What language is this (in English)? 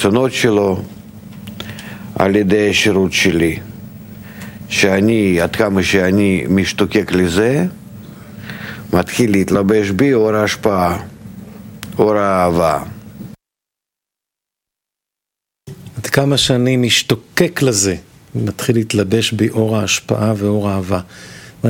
Hebrew